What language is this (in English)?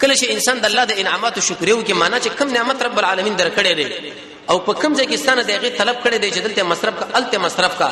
Pashto